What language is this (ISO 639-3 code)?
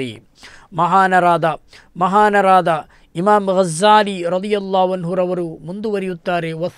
kan